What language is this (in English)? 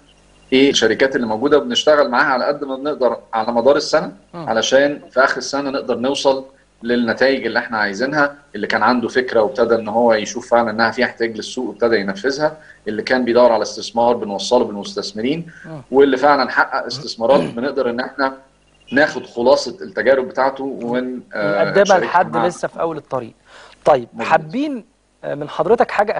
Egyptian Arabic